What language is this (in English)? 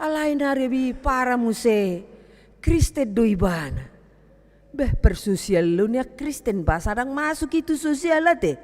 Batak Toba